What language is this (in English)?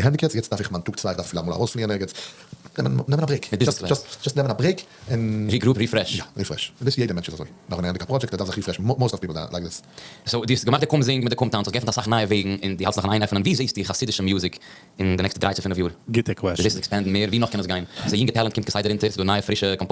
Yiddish